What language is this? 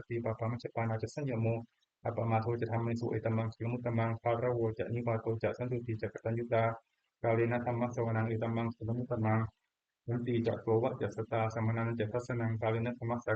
Pali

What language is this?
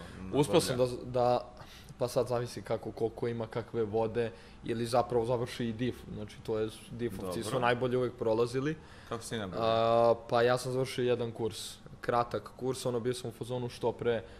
Serbian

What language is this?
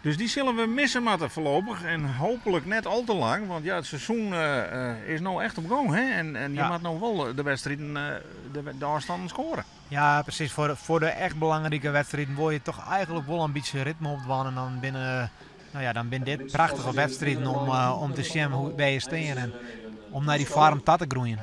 Western Frisian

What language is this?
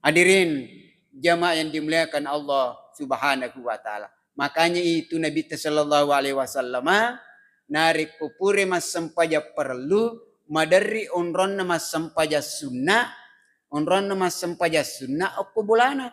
Buginese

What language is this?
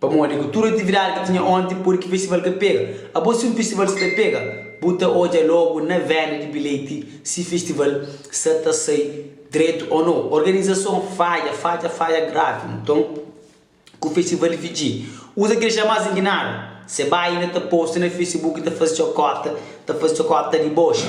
Kabuverdianu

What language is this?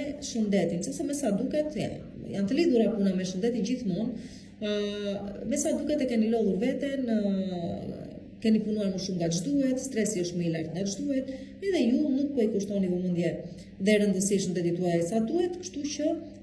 Albanian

